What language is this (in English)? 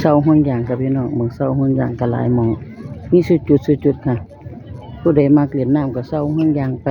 Northeastern Thai